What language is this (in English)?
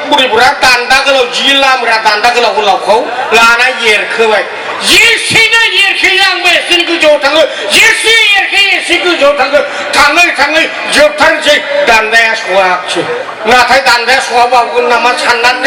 Bodo